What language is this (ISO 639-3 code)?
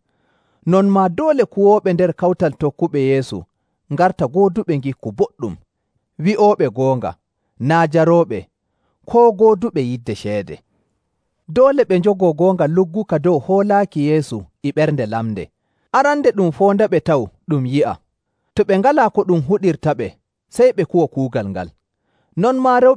fuv